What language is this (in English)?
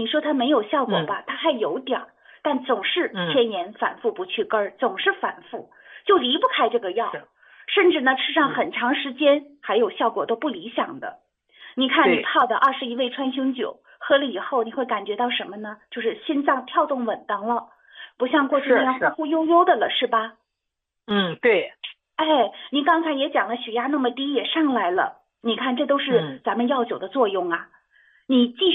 Chinese